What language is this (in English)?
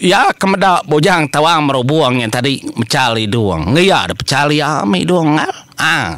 Iban